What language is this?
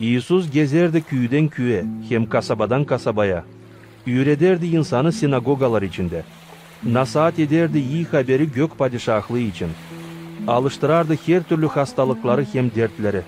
Gagauz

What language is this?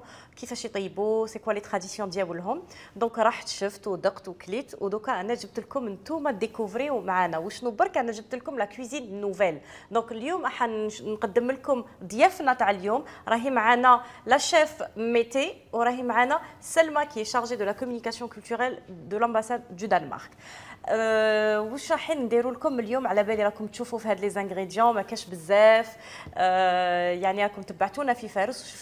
Algerian Arabic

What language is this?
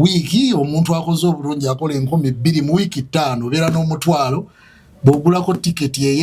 Ganda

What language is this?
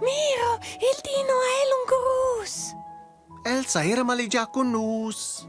Romansh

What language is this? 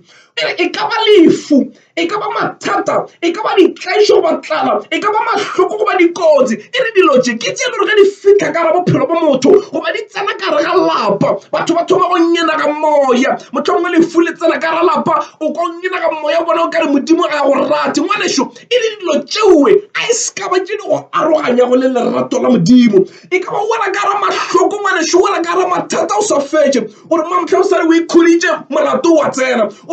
Northern Sotho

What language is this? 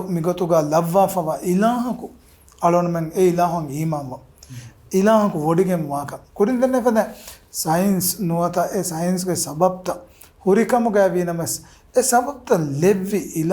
Divehi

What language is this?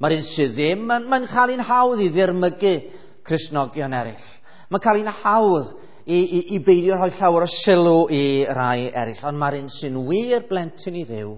Welsh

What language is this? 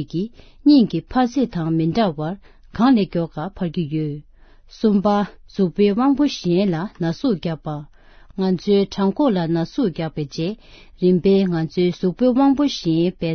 Tibetan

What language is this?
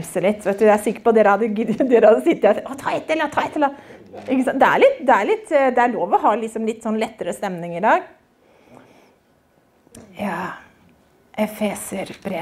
Norwegian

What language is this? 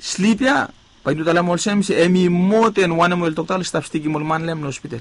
Bislama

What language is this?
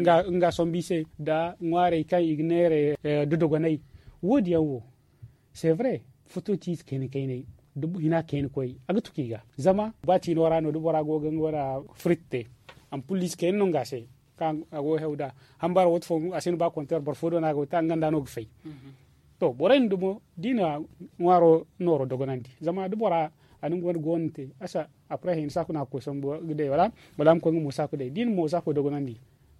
Zarma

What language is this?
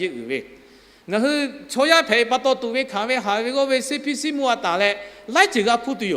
Lahu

